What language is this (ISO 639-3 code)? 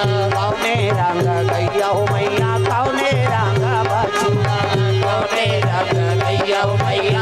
hne